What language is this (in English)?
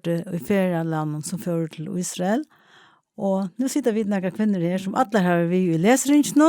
Faroese